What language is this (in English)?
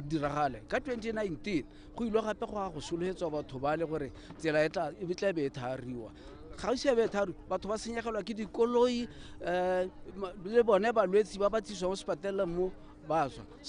Tswana